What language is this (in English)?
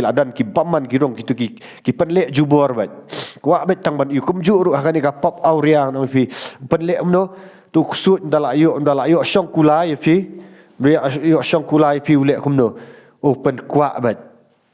Khasi